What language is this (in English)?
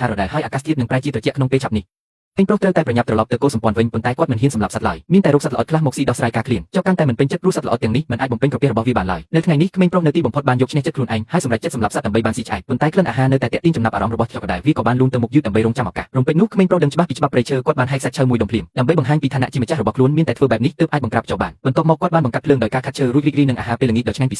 Khmer